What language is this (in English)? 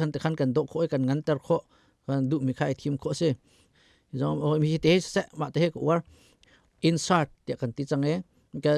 Hakha Chin